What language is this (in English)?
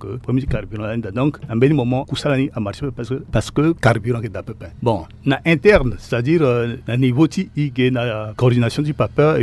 Sango